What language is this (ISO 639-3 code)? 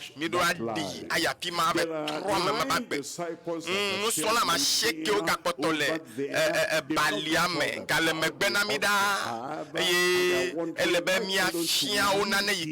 ewe